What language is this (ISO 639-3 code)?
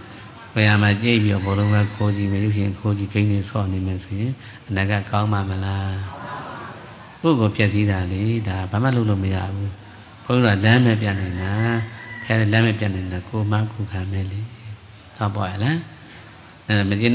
mya